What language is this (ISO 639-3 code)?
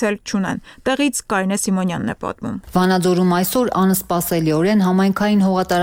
hye